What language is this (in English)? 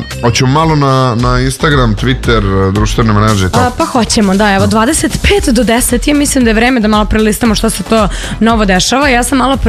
Serbian